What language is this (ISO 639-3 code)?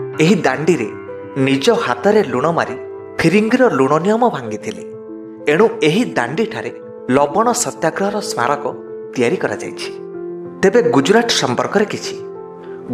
ori